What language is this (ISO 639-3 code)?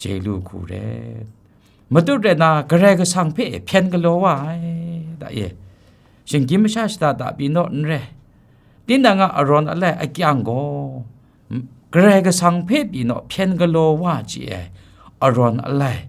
kac